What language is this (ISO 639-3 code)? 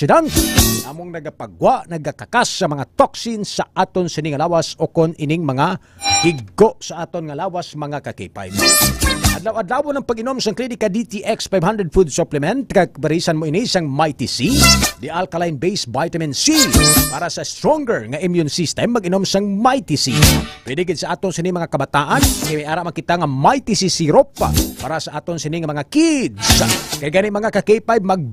hil